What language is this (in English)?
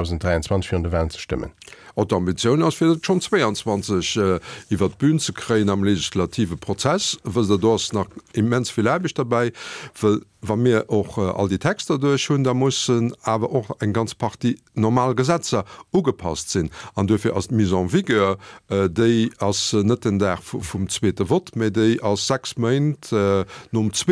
Luxembourgish